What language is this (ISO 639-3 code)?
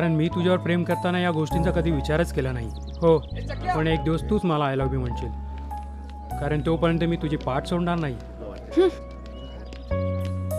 mar